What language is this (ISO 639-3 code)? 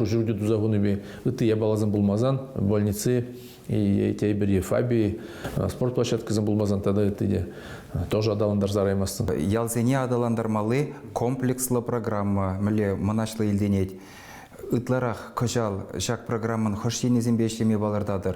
chv